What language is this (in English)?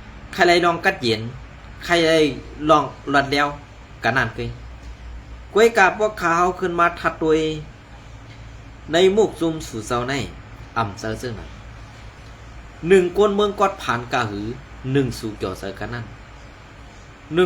Shan